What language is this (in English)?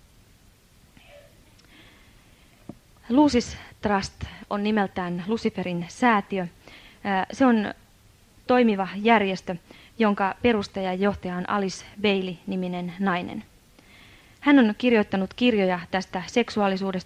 Finnish